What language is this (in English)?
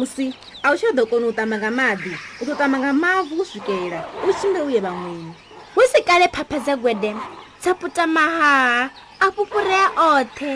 Venda